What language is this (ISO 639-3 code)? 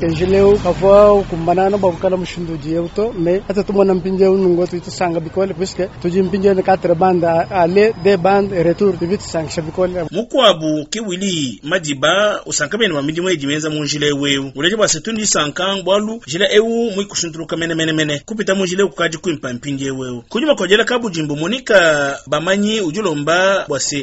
lua